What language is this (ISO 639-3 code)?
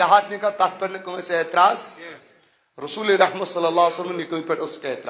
kas